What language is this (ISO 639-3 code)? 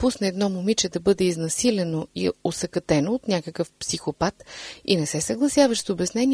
bul